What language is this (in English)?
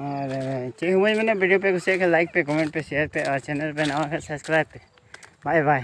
Santali